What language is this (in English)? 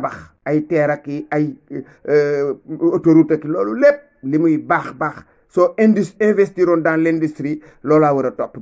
Wolof